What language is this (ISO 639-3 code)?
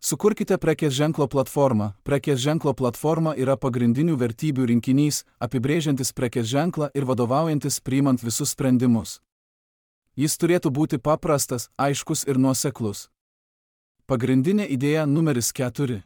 lit